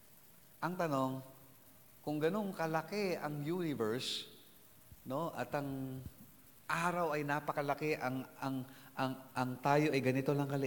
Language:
Filipino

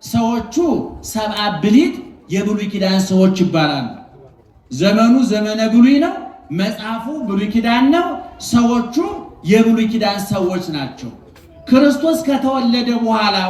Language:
Amharic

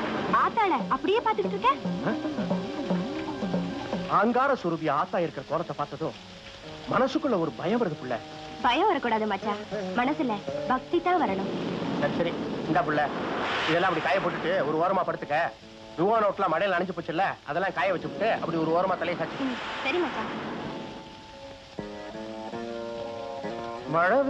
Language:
Tamil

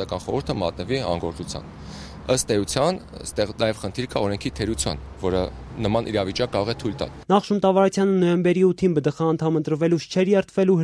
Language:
Armenian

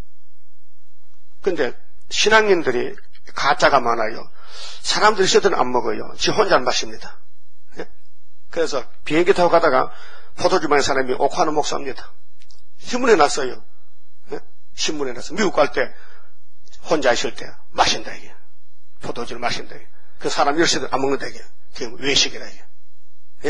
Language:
Korean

